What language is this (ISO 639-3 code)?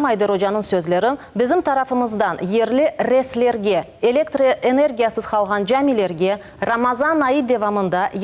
crh